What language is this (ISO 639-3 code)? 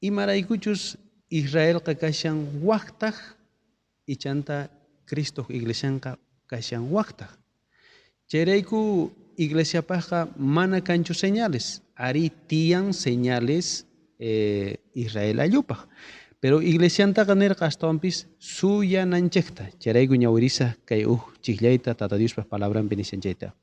quh